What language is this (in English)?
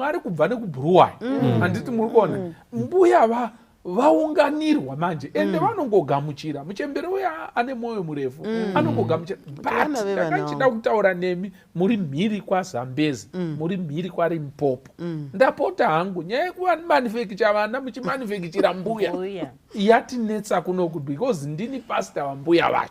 Shona